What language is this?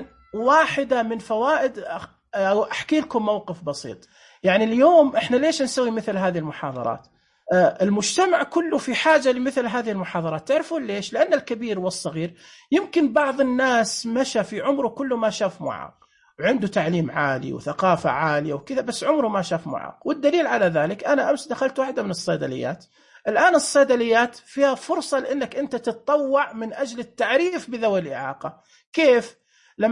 Najdi Arabic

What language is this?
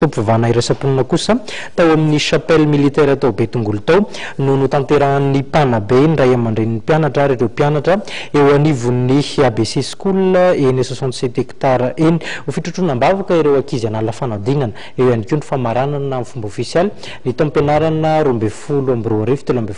Malagasy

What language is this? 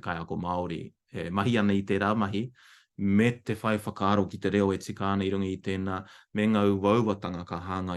Māori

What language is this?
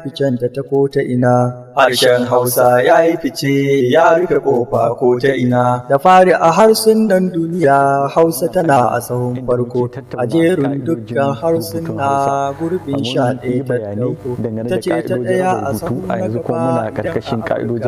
Hausa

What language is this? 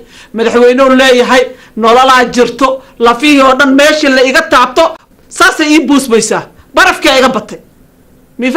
Somali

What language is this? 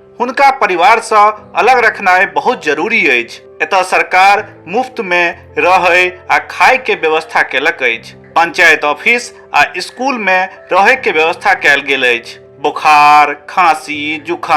Maithili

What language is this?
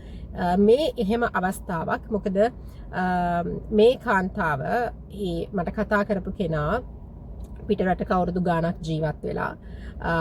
Sinhala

